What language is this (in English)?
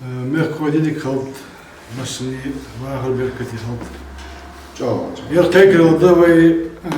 Ingush